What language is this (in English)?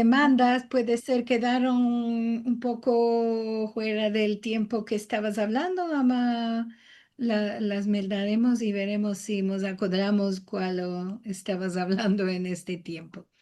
Ladino